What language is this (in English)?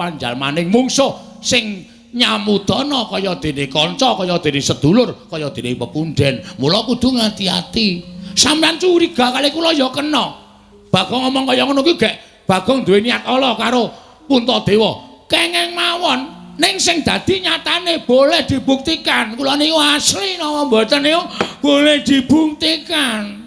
Javanese